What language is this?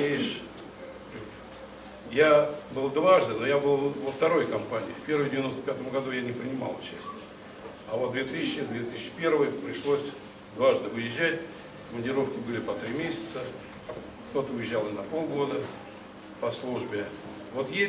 Russian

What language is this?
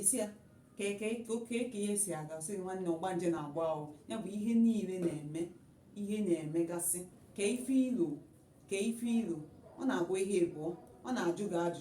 Igbo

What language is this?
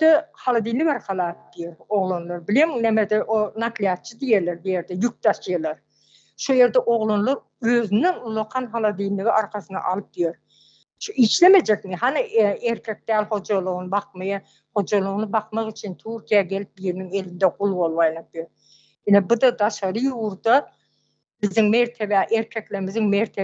Turkmen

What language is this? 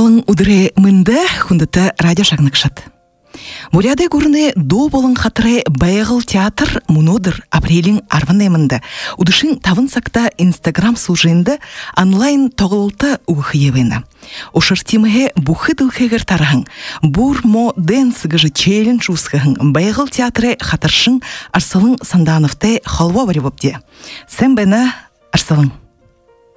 Buriat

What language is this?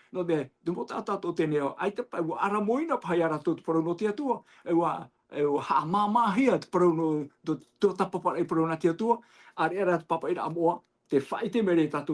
Tahitian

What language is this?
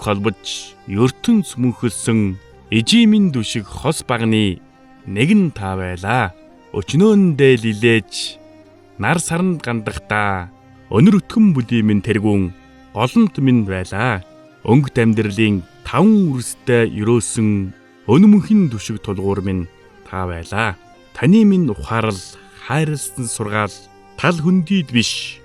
Mongolian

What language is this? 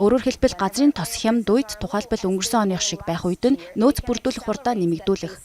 Mongolian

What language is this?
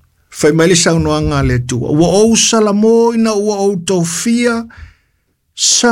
Samoan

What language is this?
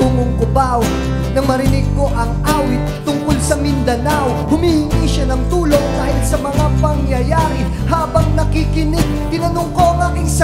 Filipino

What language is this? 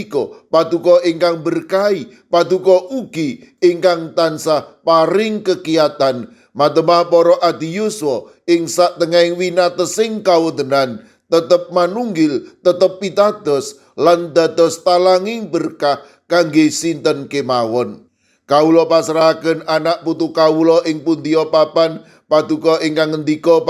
Javanese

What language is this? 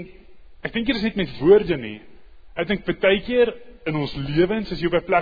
Afrikaans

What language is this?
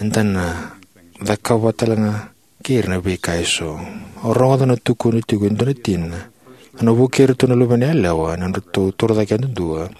Fijian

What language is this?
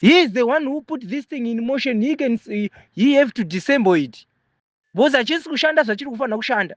Shona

